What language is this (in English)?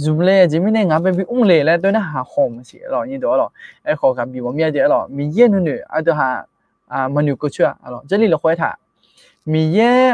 Akha